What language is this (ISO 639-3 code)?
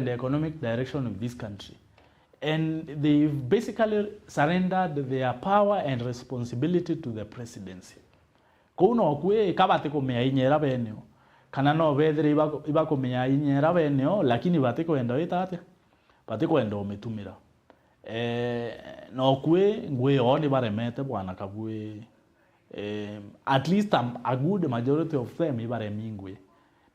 mer